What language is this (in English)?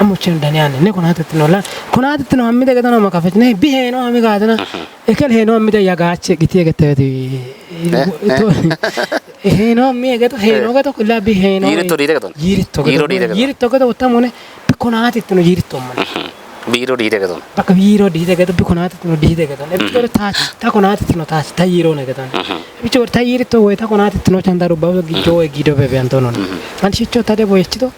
Kafa